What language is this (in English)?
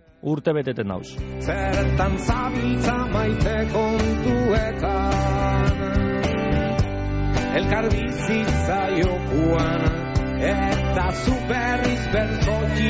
Basque